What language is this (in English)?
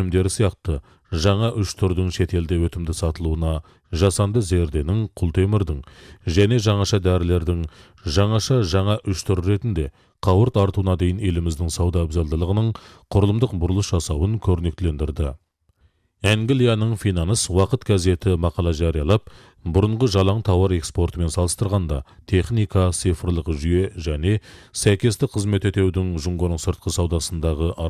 Kazakh